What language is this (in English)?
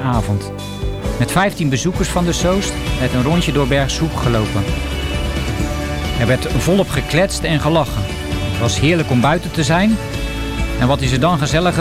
Dutch